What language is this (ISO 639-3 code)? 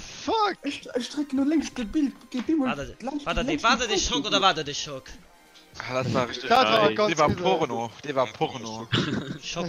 ltz